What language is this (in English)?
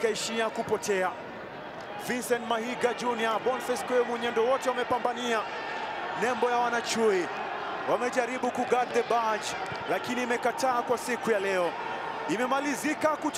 Swahili